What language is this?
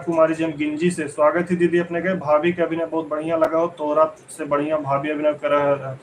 Magahi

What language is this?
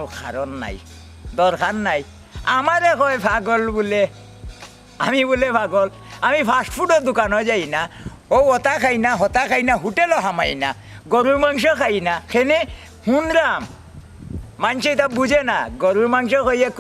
Sylheti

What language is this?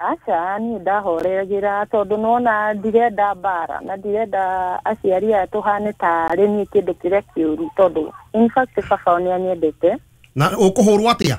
Kikuyu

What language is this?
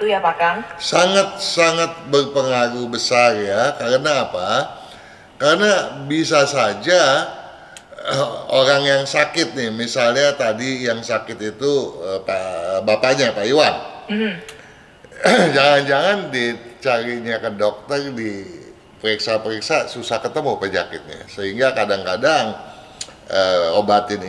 Indonesian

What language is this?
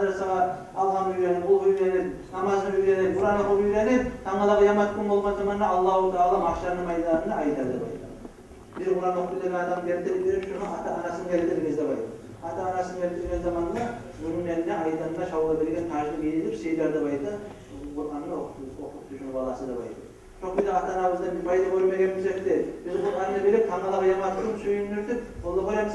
Kumyk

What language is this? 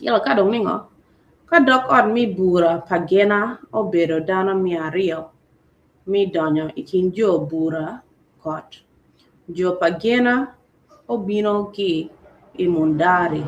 Acoli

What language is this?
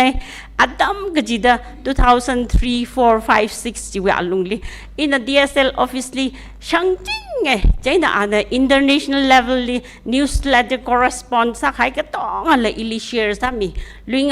Tangkhul Naga (India)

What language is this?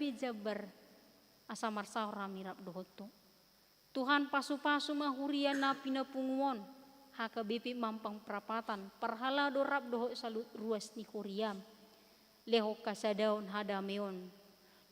Batak Toba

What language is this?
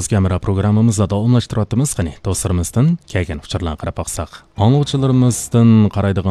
Uyghur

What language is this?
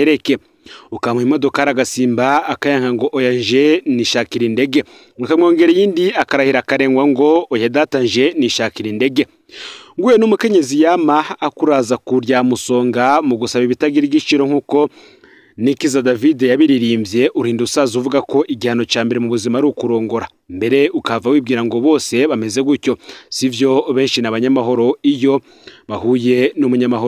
Rundi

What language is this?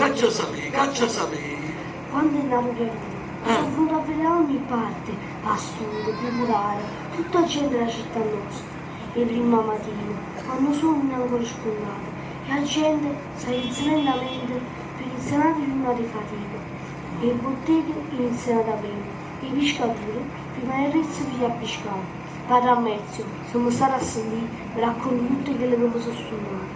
Neapolitan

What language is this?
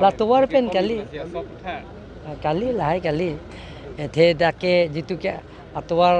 Karbi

